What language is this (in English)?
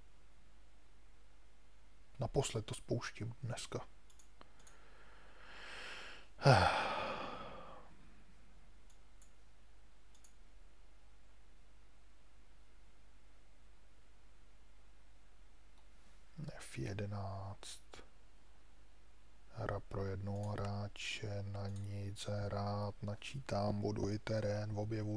Czech